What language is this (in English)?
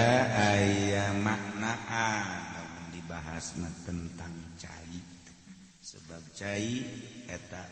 Sundanese